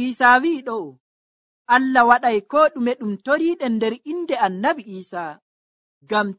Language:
Nigerian Fulfulde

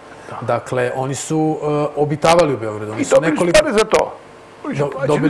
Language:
Serbian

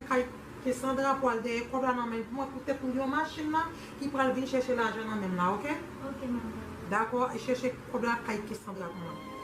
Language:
Haitian Creole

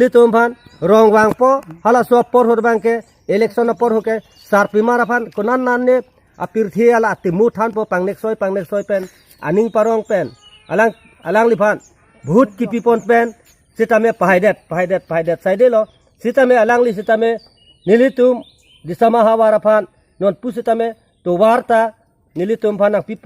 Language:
Karbi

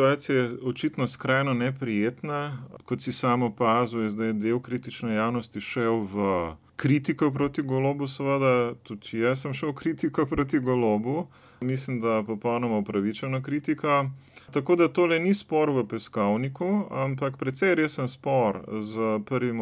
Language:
Slovenian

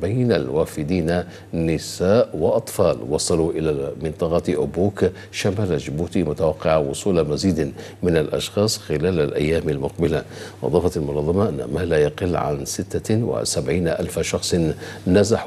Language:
Arabic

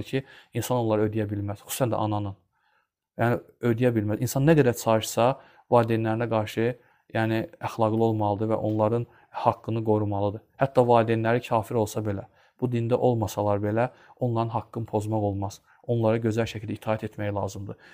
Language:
Azerbaijani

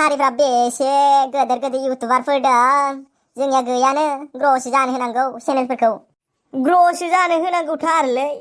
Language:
Bodo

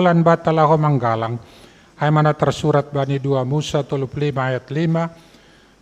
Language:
Batak Simalungun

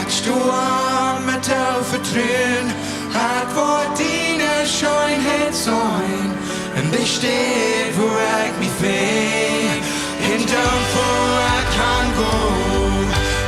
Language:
Plautdietsch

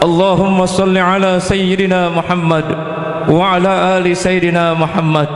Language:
Sasak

